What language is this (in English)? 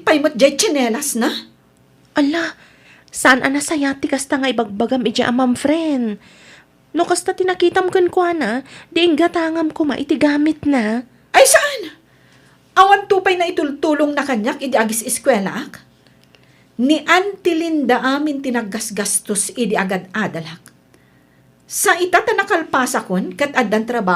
Iloko